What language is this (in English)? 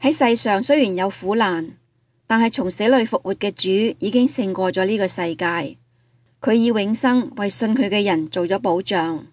Cantonese